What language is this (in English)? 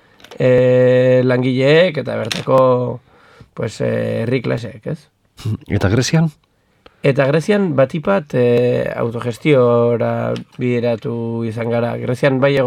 Basque